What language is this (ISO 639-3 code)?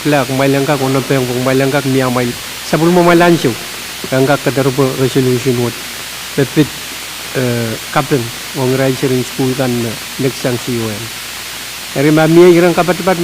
pon